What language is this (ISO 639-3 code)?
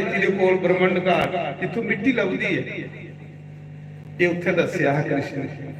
doi